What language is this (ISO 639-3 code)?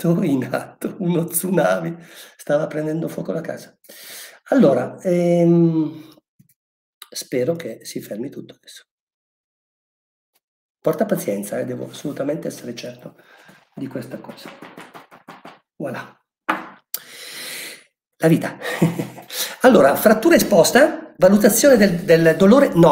ita